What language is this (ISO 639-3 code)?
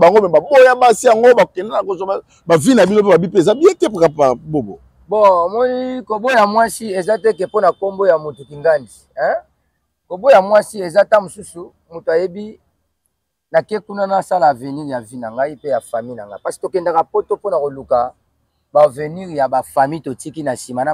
lin